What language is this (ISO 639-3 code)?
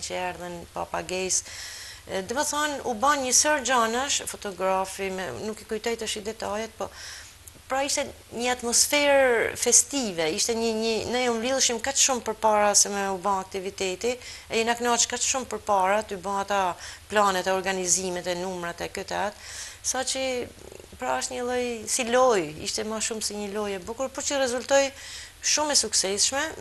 sqi